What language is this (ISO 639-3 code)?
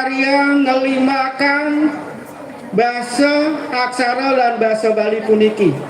ban